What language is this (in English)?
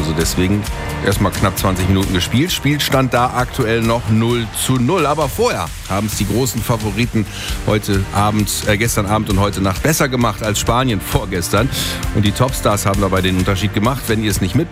German